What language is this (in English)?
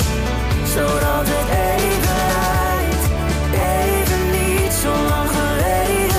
Dutch